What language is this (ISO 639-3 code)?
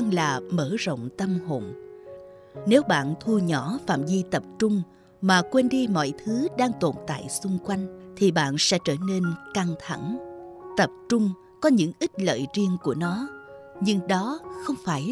vie